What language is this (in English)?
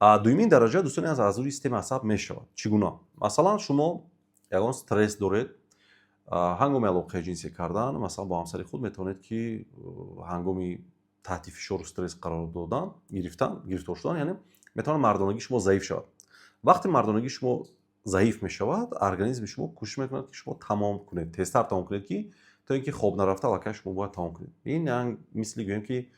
Tajik